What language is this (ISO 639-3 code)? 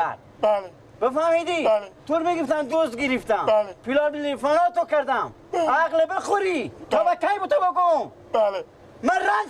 fas